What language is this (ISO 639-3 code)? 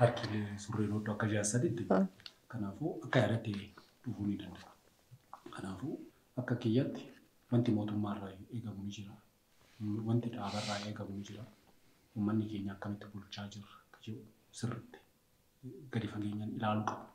orm